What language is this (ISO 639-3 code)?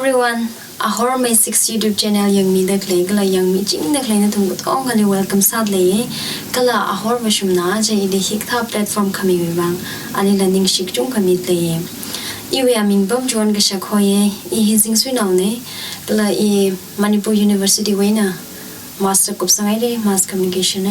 nmf